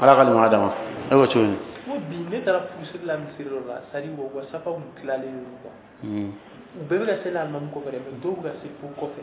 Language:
Bambara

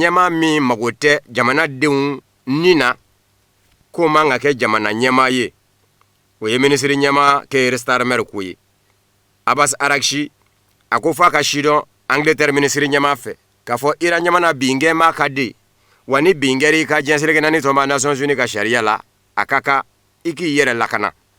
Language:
Bambara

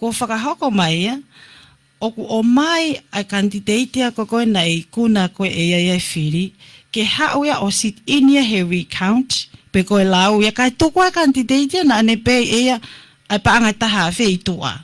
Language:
Tongan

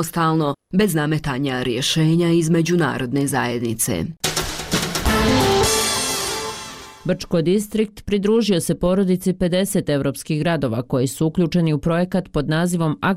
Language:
Bosnian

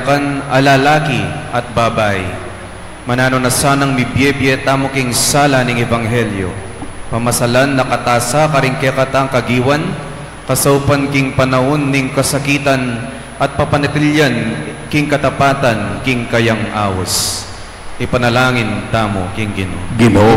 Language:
Pampanga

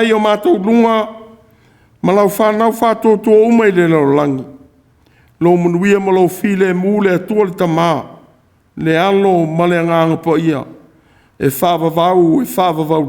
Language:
Samoan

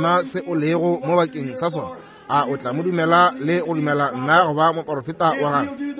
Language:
Northern Sotho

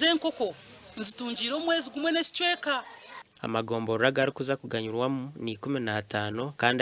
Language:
Nyankole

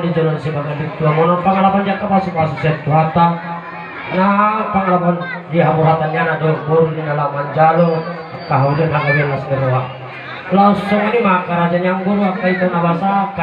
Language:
Batak Toba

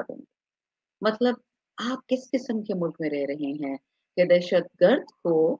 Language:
Urdu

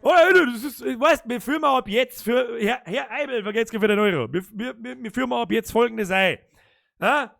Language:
Bavarian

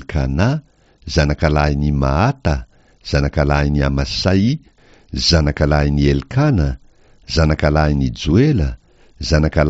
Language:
Malagasy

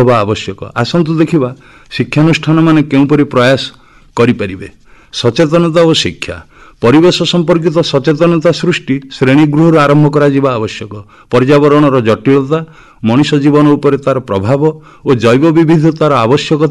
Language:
Odia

